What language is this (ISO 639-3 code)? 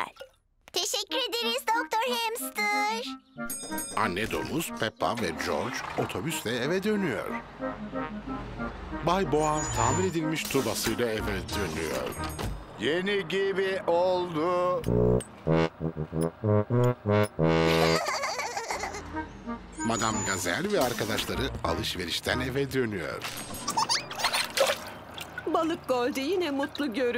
tur